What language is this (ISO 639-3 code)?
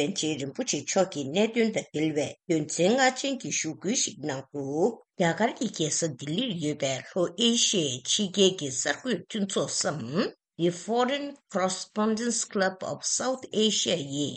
bod